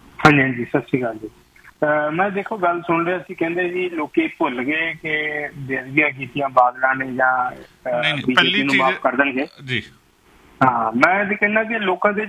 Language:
Punjabi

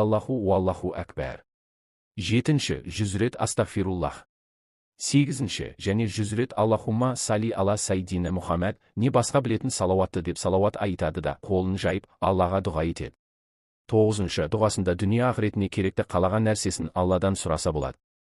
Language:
Kazakh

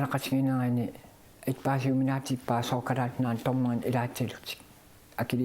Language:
Kalaallisut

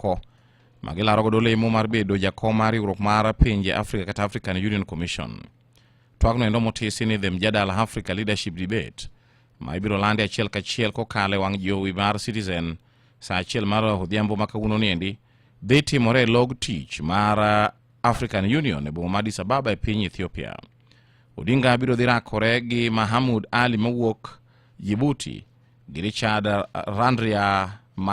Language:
Luo (Kenya and Tanzania)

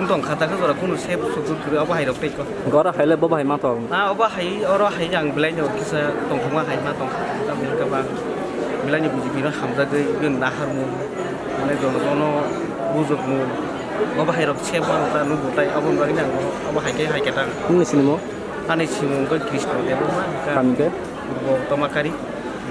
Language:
Kok Borok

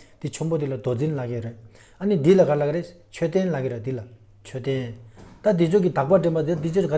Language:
Tibetan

